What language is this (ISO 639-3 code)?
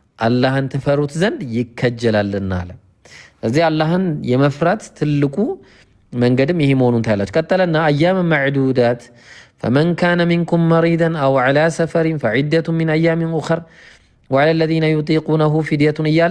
amh